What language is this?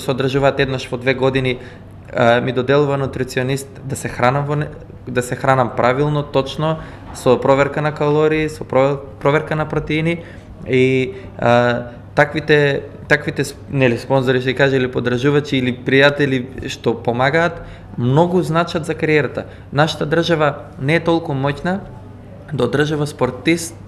Macedonian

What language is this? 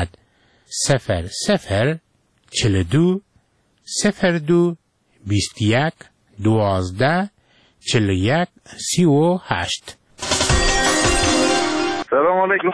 Persian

